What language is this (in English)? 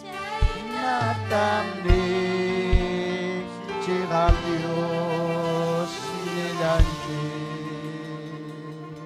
Ayacucho Quechua